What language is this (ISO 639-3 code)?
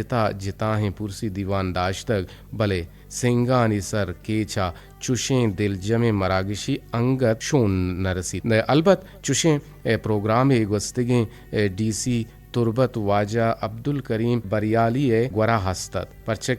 bgp